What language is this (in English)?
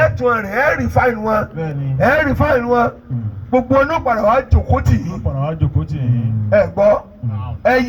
Yoruba